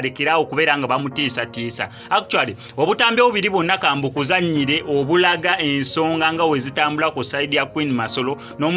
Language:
Ganda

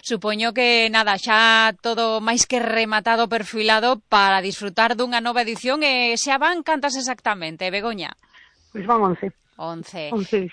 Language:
Galician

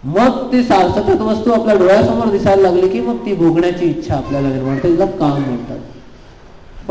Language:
Marathi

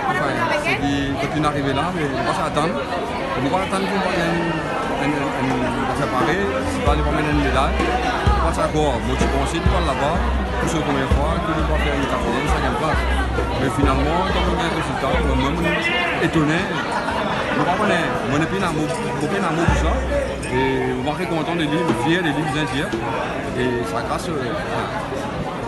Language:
Morisyen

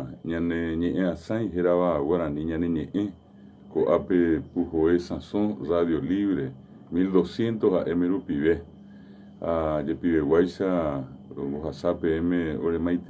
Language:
Guarani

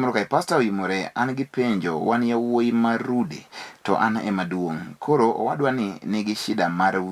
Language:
Luo (Kenya and Tanzania)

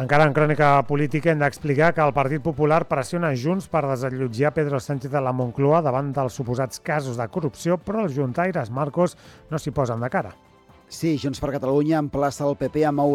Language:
Catalan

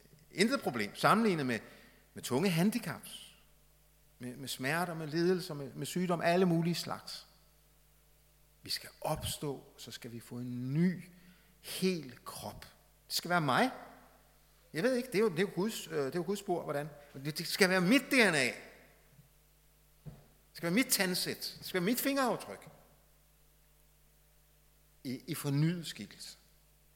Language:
Danish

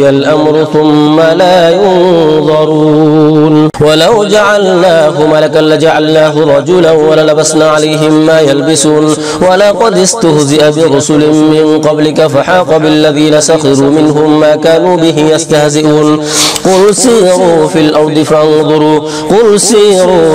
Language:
Arabic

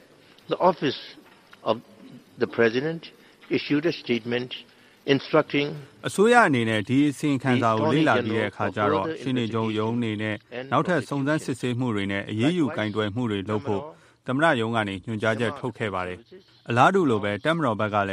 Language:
Burmese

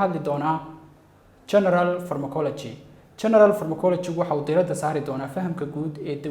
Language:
Somali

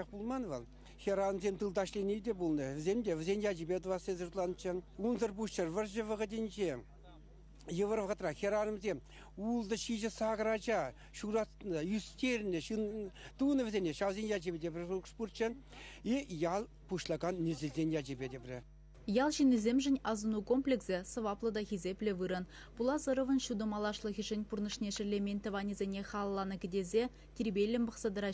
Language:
Chuvash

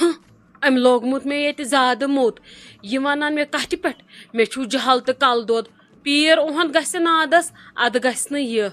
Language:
Kashmiri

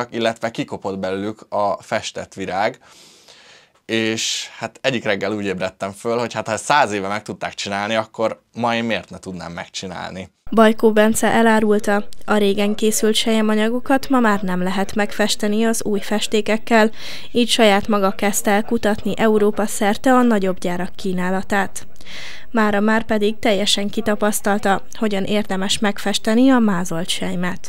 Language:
Hungarian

